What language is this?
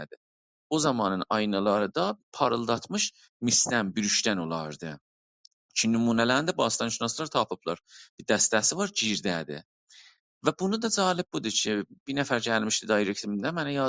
South Azerbaijani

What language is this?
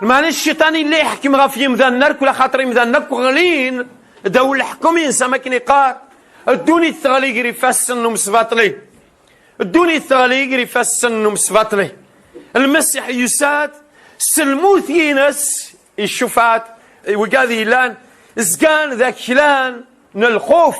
Kabyle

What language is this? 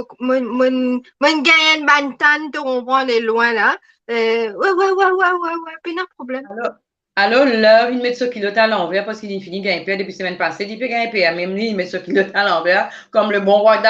Morisyen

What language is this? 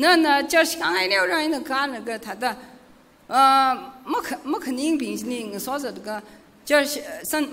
Tangkhul Naga (India)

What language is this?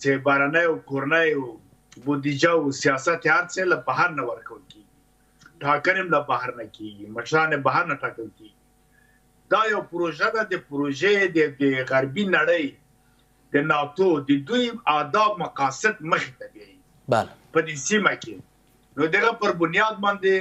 Pashto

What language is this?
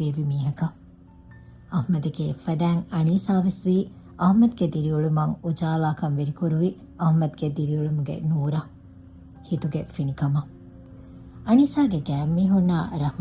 Divehi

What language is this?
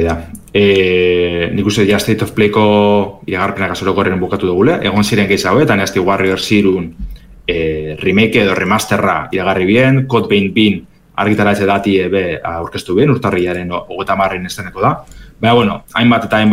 Basque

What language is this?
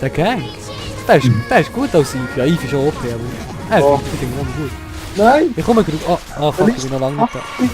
Swiss German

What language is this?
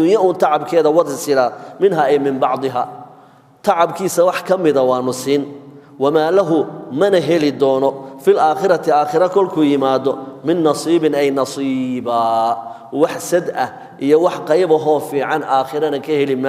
Somali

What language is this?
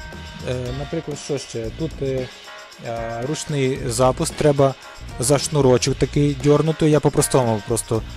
Ukrainian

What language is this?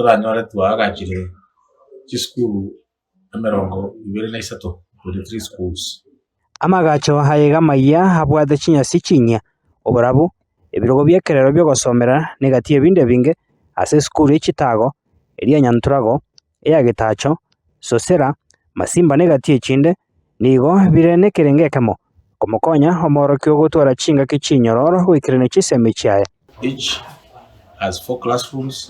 Gusii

